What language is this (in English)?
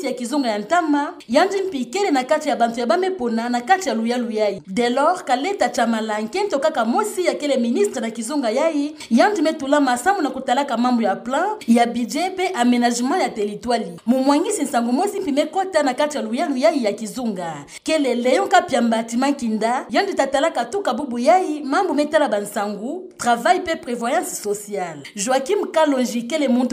Kituba (Democratic Republic of Congo)